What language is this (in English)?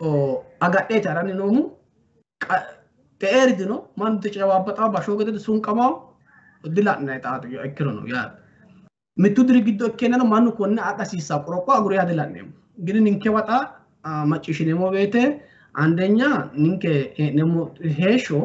Sidamo